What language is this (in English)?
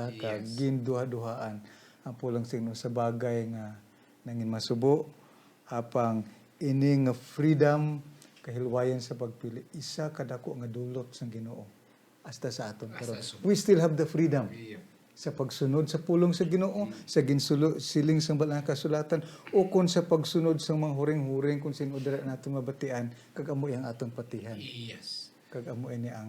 Hiligaynon